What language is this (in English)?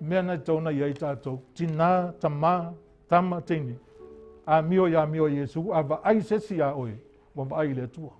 Samoan